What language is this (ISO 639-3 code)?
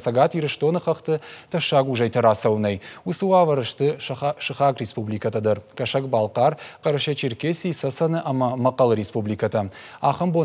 oss